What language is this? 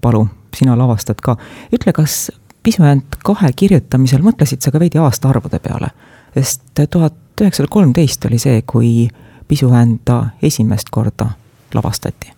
Estonian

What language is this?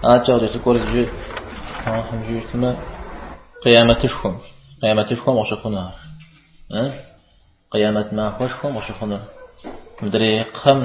Kabardian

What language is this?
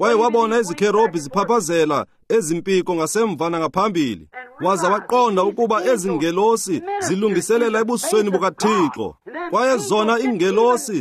Xhosa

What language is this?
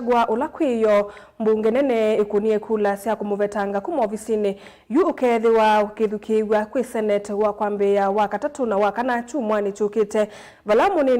Kamba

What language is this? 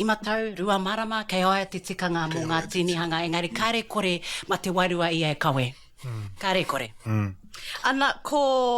Māori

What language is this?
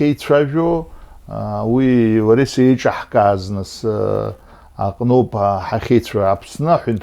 Abkhazian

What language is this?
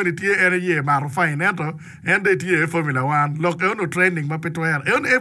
Acoli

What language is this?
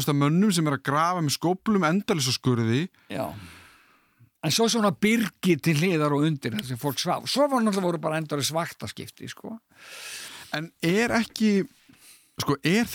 Icelandic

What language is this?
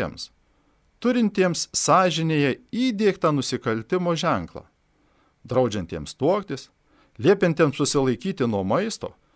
Lithuanian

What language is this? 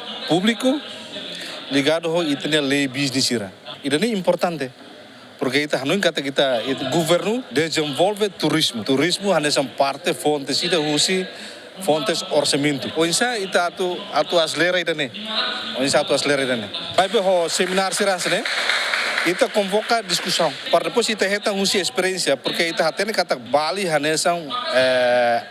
Tetum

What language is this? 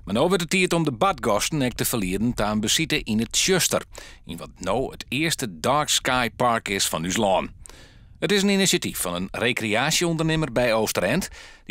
Western Frisian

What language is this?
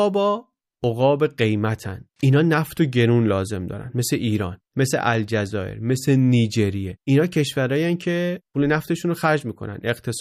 Persian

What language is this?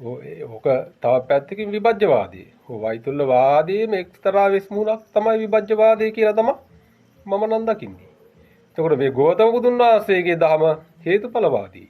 Sinhala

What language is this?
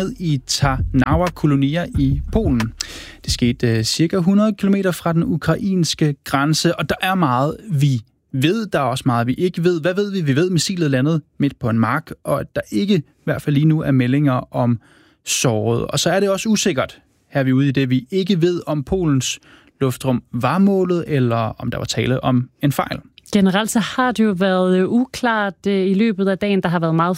Danish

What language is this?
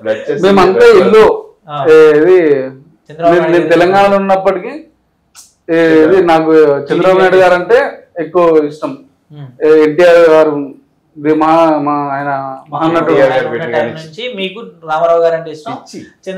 Telugu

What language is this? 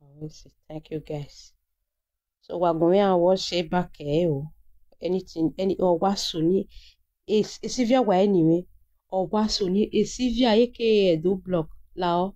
Nigerian Pidgin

